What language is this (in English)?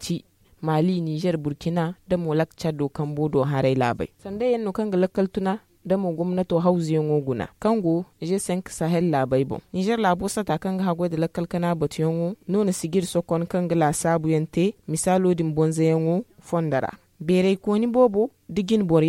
Zarma